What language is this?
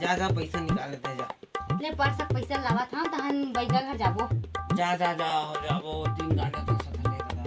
Chhattisgarhi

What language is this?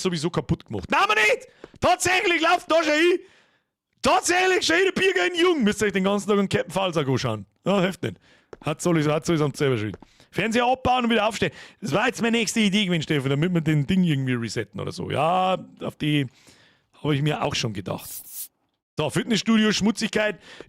Bavarian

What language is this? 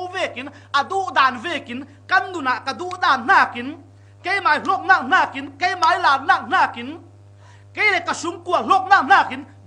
Falam Chin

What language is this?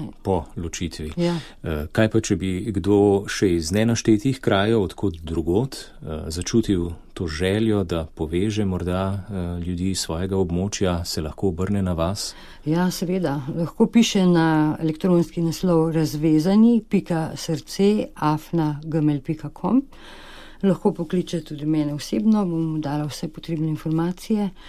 Slovenian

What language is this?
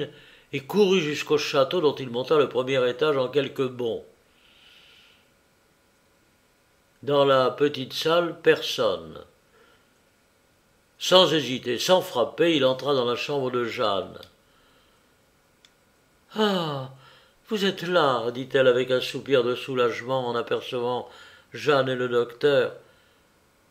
French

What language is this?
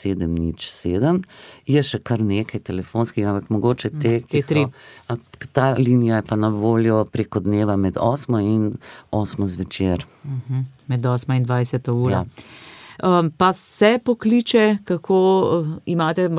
Slovenian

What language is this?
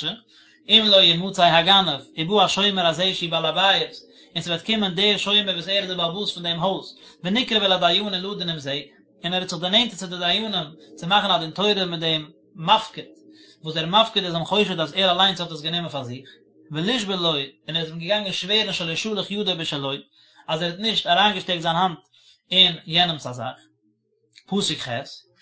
Yiddish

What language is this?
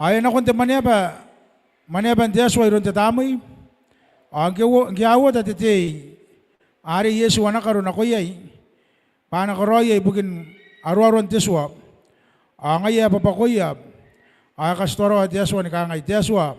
Gilbertese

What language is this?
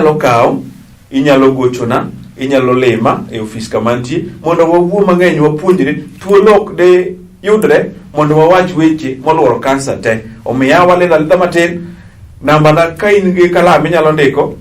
Luo (Kenya and Tanzania)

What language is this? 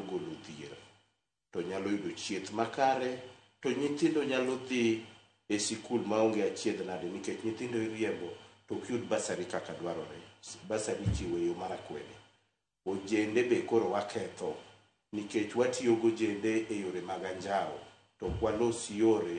Luo (Kenya and Tanzania)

